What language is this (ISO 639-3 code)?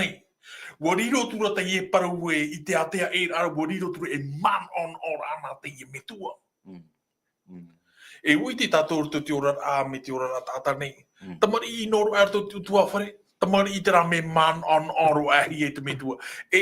tah